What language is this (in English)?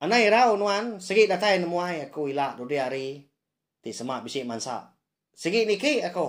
Iban